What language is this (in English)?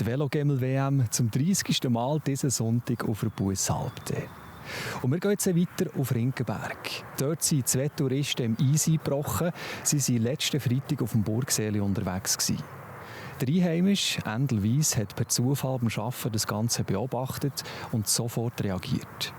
Swiss German